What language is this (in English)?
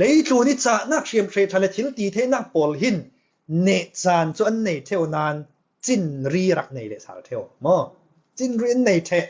Falam Chin